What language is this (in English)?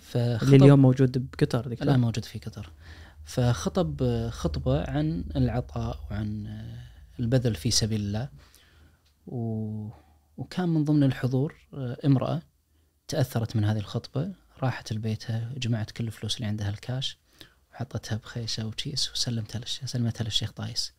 Najdi Arabic